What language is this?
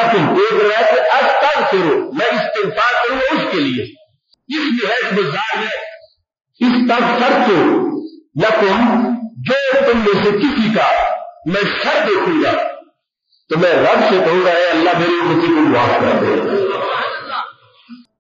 Urdu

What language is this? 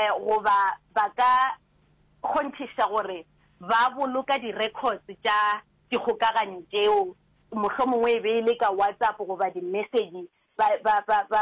Northern Sotho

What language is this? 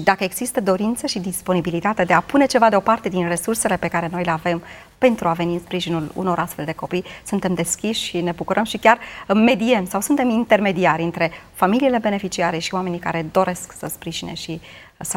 Romanian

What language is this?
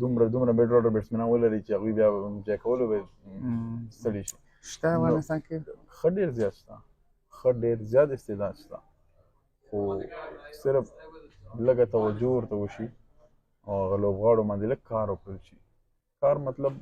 Pashto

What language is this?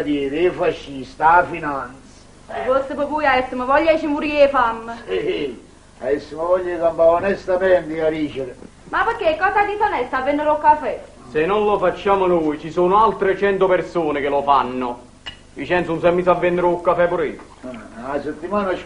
Neapolitan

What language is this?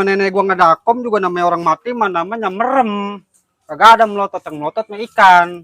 Betawi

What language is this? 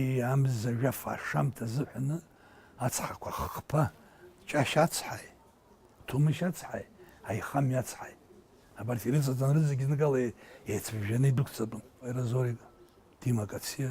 Abkhazian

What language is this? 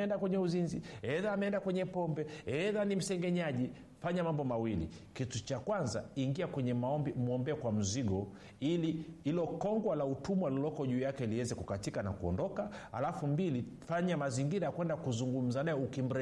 Swahili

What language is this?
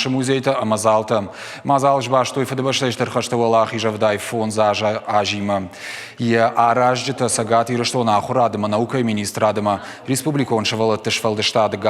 Ossetic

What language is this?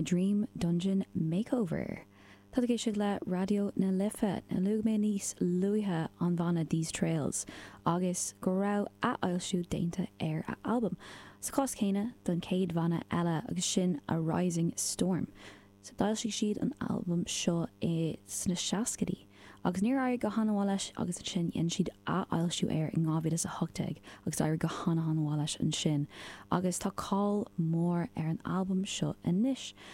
Irish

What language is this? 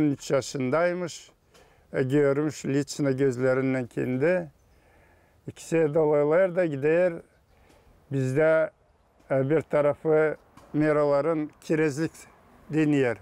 Gagauz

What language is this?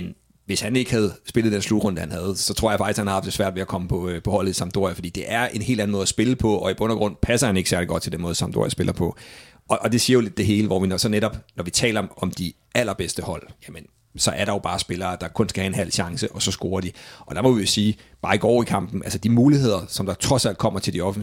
Danish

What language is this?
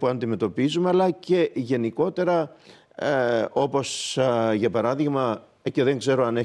Greek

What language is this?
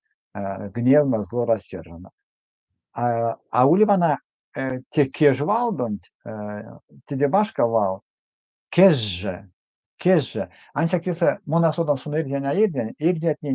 Erzya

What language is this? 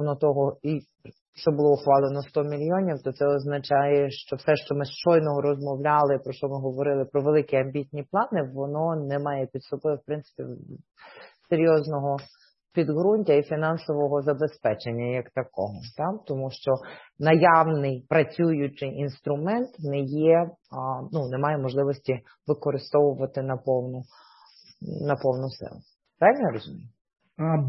Ukrainian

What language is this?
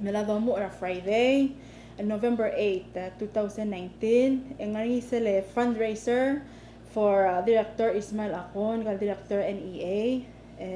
Palauan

